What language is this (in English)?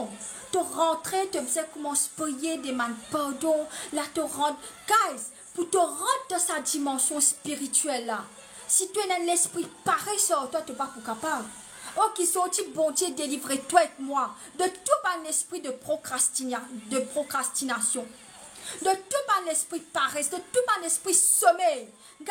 Morisyen